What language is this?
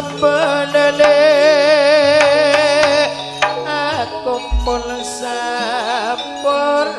Madurese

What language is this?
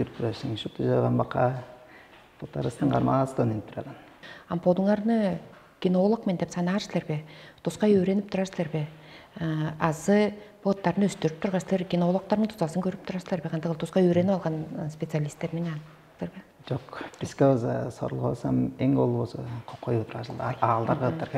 Tuvinian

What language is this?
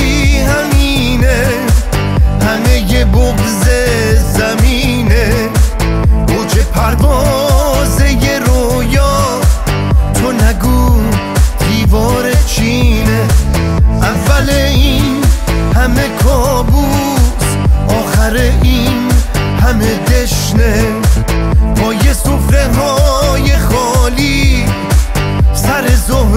Persian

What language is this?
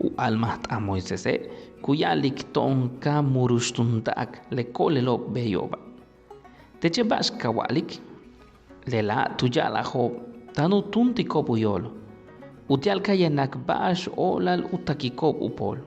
Yucateco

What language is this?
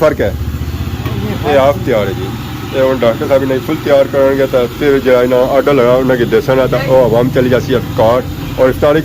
Pahari-Potwari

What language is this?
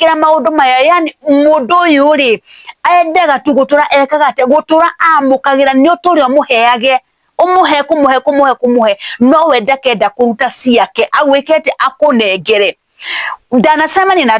Kikuyu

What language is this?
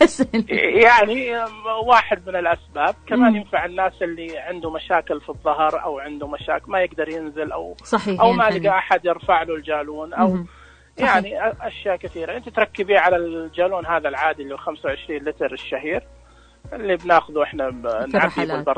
Najdi Arabic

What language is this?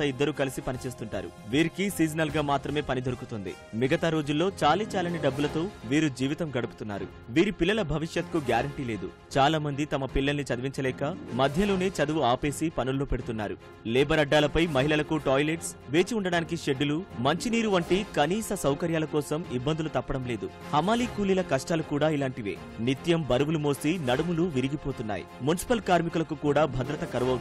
Telugu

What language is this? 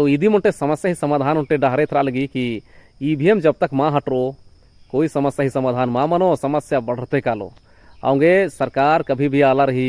Kurukh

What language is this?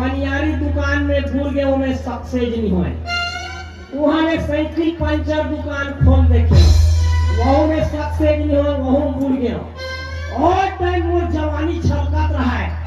Chhattisgarhi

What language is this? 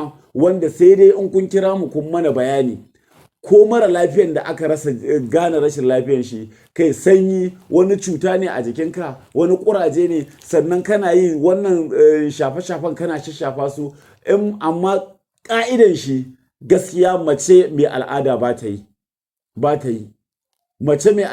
Hausa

